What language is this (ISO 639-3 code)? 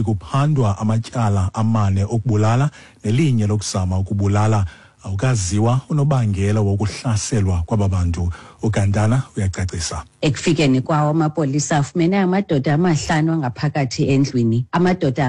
xho